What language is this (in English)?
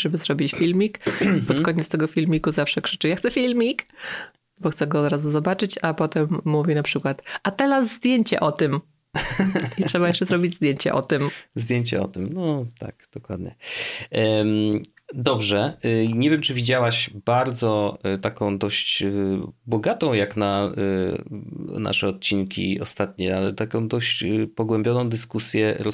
Polish